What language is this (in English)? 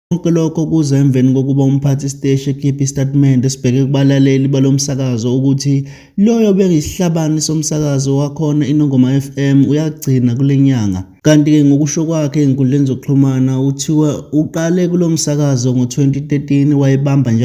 Zulu